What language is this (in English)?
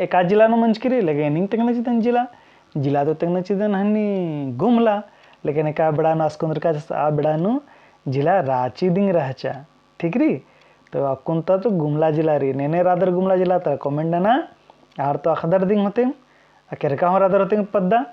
Kurukh